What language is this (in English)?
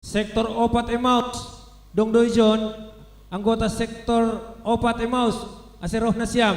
Batak Simalungun